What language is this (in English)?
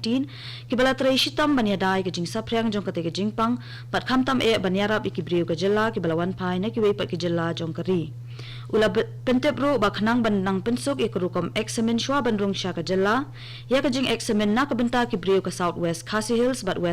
Khasi